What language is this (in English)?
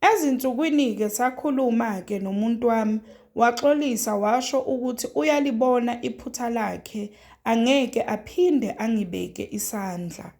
Zulu